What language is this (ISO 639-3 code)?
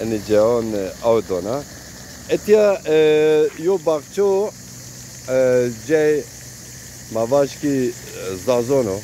zza